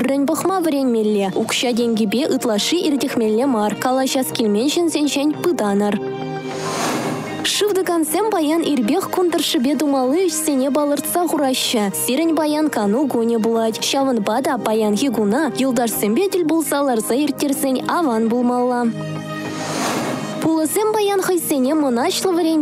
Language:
Chuvash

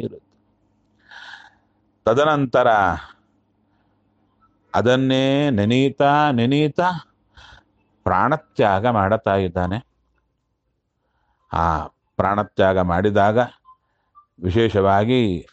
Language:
Kannada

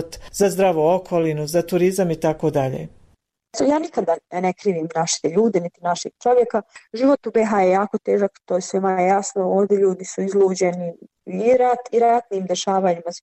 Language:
Bosnian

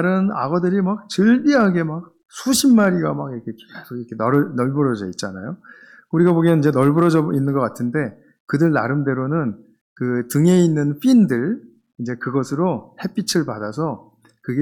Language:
Korean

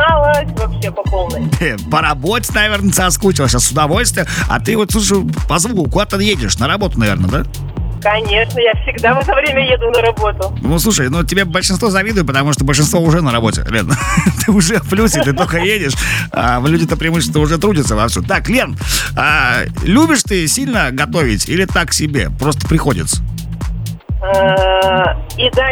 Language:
Russian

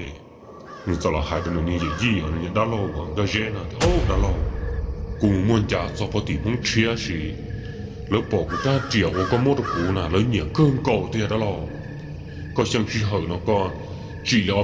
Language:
Hmong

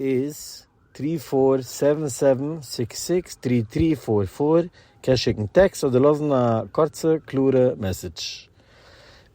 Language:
Yiddish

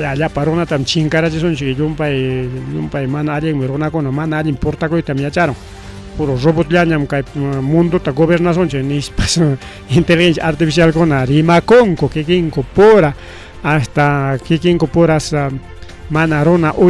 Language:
Ayacucho Quechua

